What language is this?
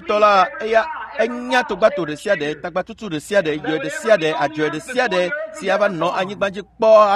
Ewe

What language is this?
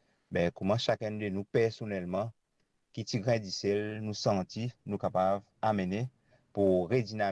Morisyen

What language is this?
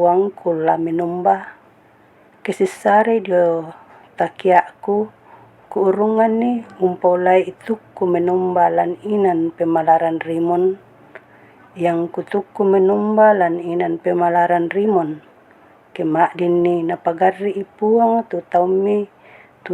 Toraja-Sa'dan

